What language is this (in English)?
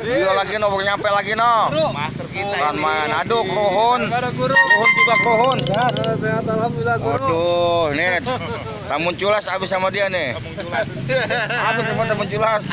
Betawi